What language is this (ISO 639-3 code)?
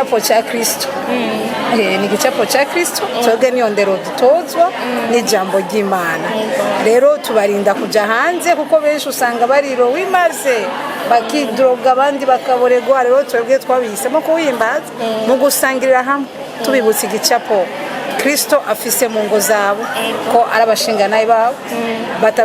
run